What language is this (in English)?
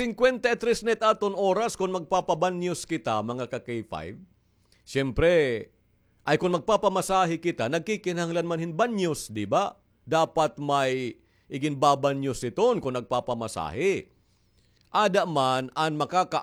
Waray